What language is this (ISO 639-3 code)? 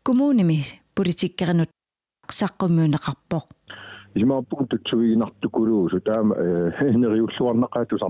kal